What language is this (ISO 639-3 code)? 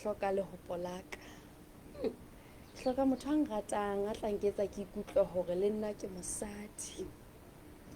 sot